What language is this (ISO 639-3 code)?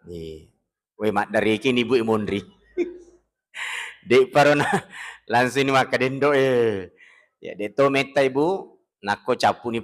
bug